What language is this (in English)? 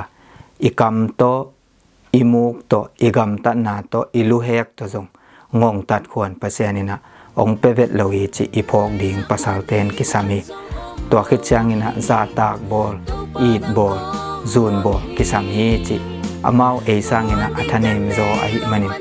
Tedim Chin